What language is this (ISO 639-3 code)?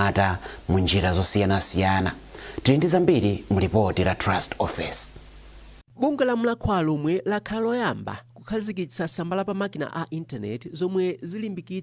nya